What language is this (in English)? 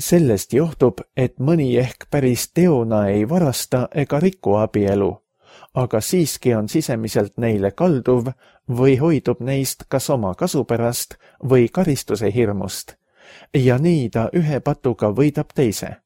Estonian